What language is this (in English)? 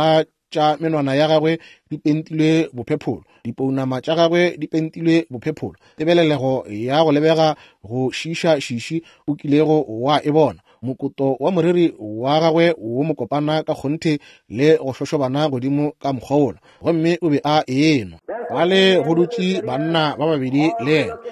Northern Sotho